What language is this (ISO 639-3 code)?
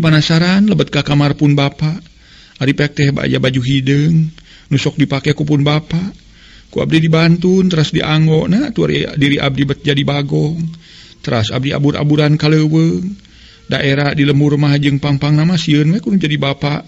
sun